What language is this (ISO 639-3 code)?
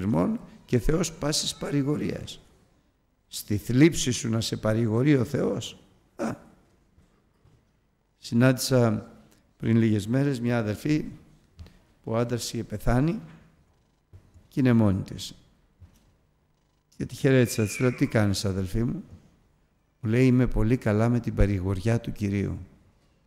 ell